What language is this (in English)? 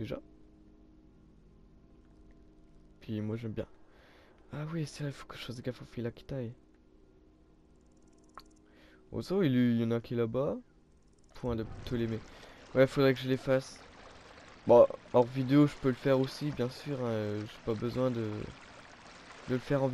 French